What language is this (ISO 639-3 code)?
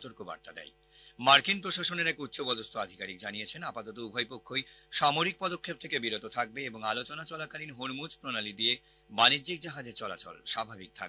ben